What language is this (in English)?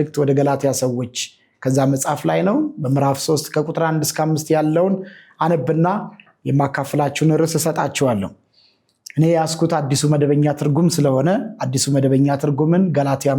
Amharic